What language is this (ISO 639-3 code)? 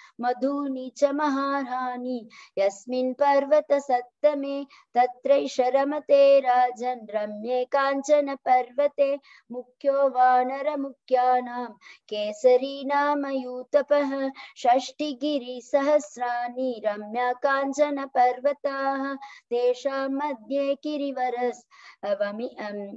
san